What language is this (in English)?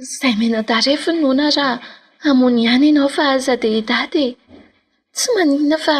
Malagasy